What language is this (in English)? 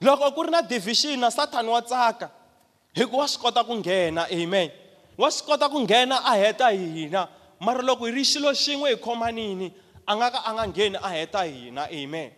Tsonga